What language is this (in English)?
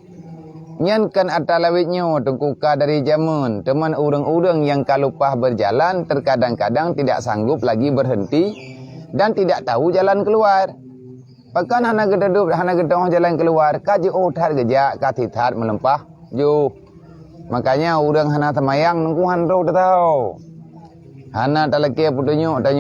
Achinese